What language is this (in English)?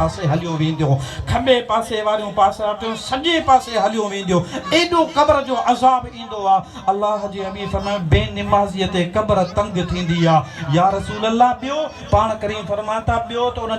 Sindhi